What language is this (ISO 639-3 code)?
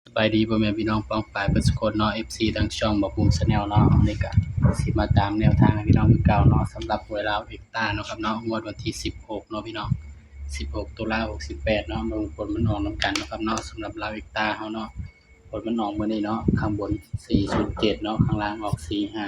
tts